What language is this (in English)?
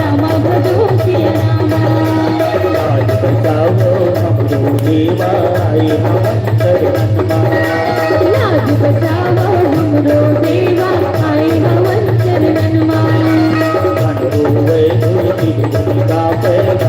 Chhattisgarhi